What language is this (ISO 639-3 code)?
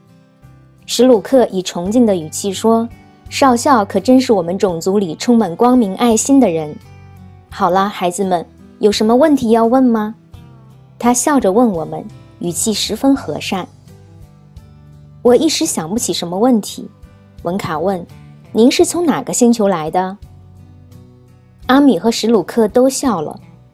zho